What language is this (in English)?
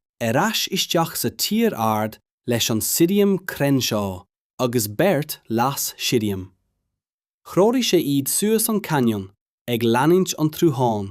Irish